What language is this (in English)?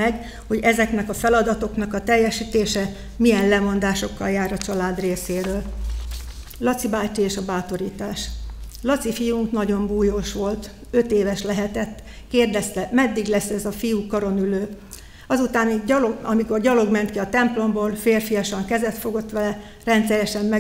Hungarian